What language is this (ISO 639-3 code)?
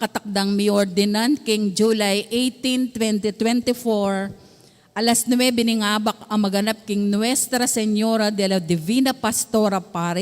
pam